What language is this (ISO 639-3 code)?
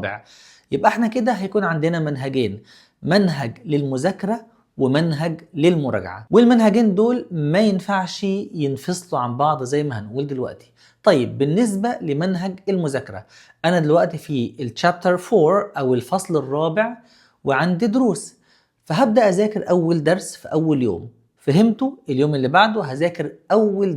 arz